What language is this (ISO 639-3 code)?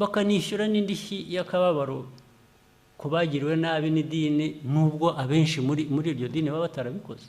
kin